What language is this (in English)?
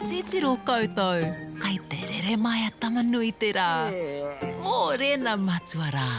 Māori